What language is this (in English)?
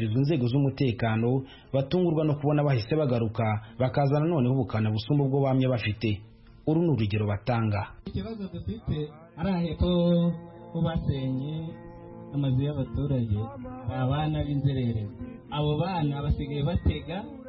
Kinyarwanda